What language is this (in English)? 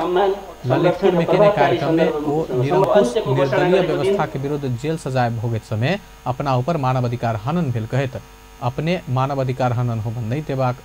Maithili